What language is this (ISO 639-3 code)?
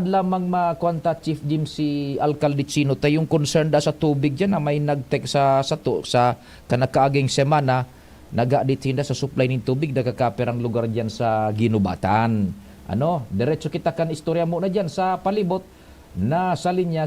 bik